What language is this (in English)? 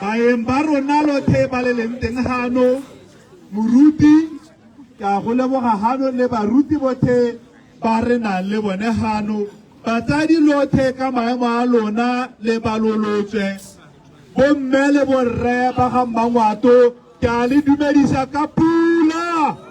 Tswana